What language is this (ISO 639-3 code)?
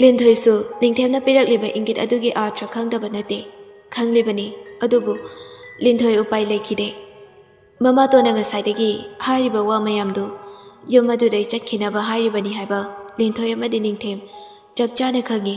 mni